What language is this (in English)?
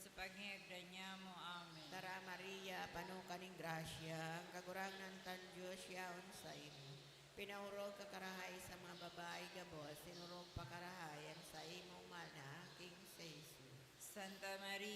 Bikol